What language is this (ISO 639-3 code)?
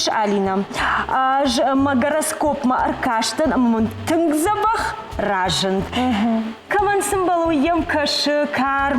oss